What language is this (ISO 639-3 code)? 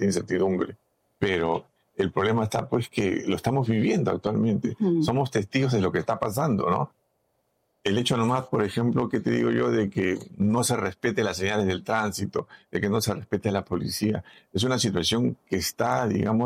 spa